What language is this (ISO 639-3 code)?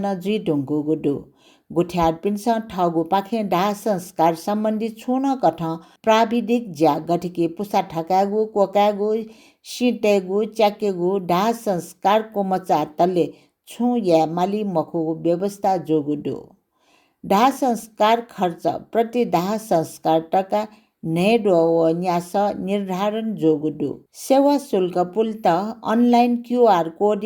new